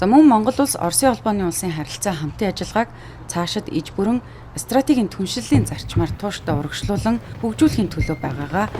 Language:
Mongolian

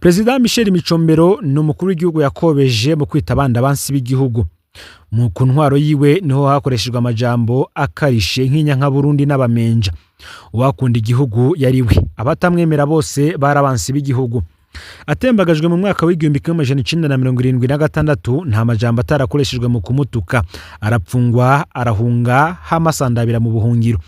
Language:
Rundi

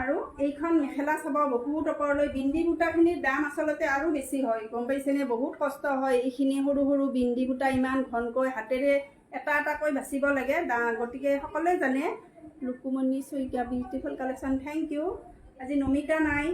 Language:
Assamese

